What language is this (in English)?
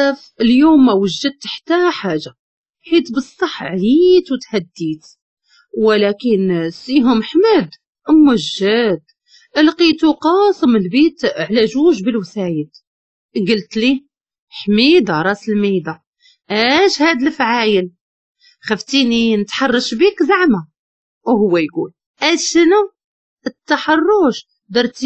Moroccan Arabic